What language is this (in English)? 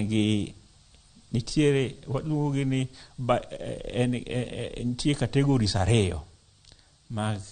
Luo (Kenya and Tanzania)